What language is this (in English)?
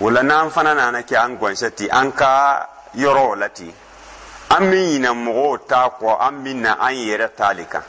Dyula